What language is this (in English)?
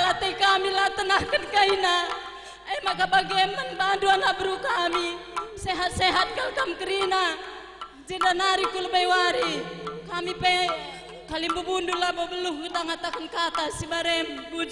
Batak Karo